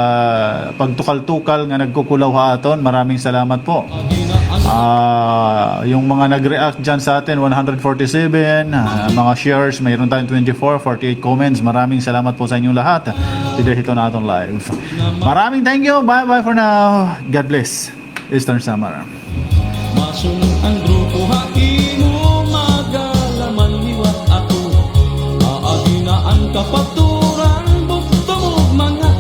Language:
Waray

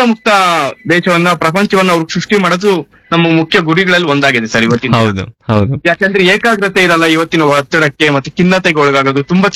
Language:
Kannada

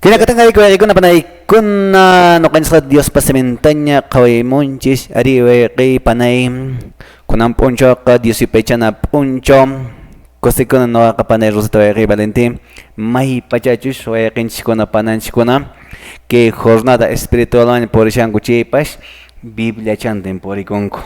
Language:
Quechua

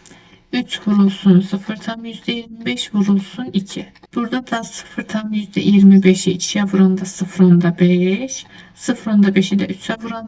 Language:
Azerbaijani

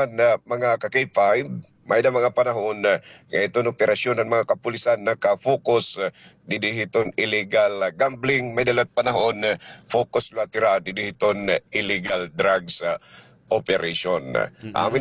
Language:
Waray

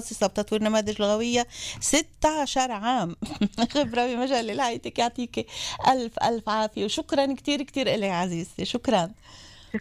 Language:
North Levantine Arabic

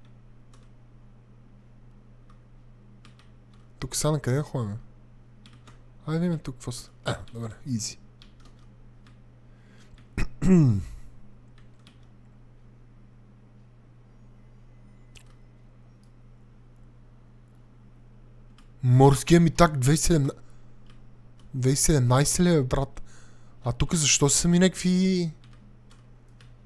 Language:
Bulgarian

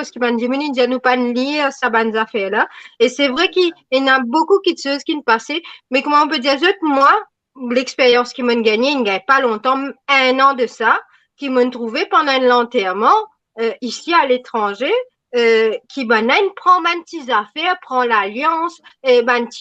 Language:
Morisyen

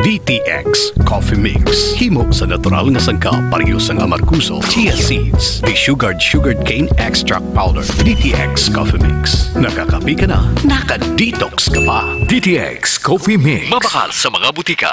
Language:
Hiligaynon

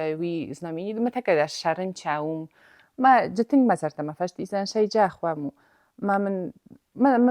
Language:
Ossetic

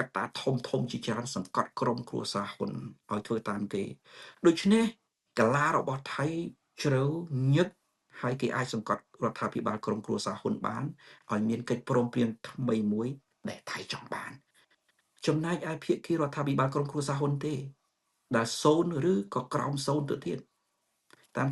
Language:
Khmer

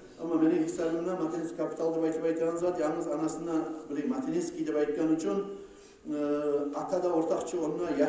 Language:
Kumyk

